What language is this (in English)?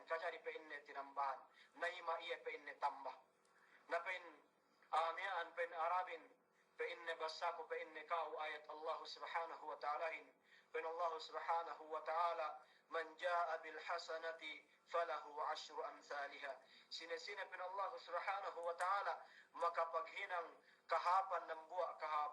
Yakan